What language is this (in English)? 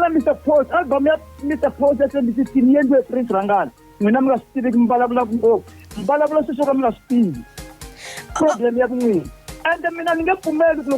Tsonga